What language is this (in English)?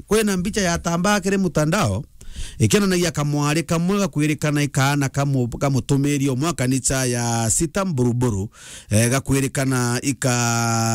Meru